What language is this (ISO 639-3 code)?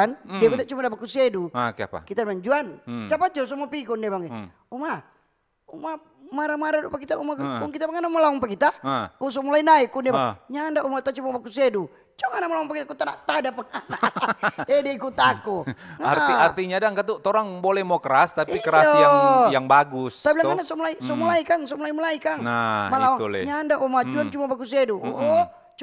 xmm